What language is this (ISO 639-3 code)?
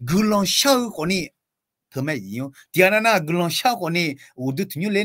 ahk